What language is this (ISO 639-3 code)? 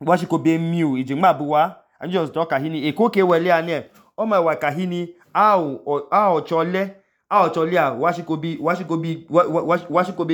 idu